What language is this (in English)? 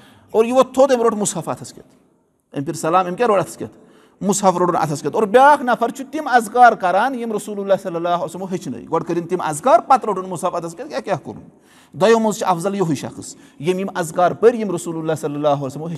Kashmiri